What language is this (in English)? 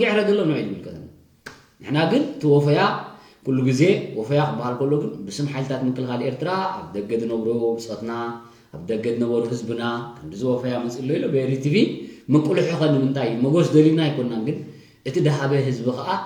Tigrinya